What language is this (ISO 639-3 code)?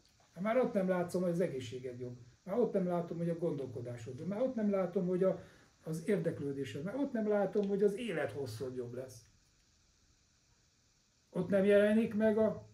hun